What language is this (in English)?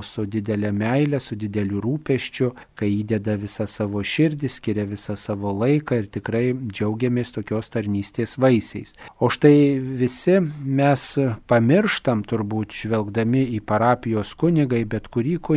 Lithuanian